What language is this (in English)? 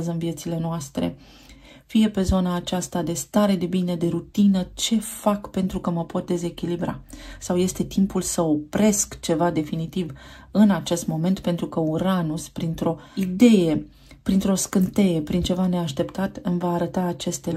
Romanian